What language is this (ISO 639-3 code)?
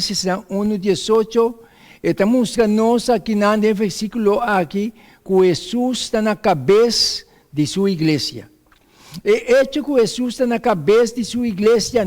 pap